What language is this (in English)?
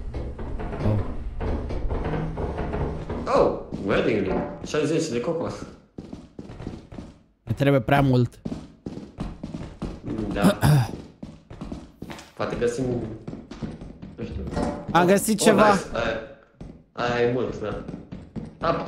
Romanian